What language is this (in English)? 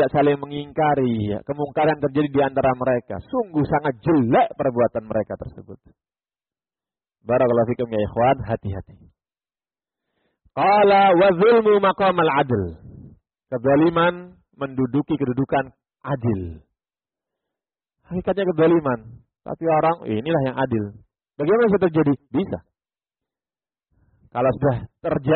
Indonesian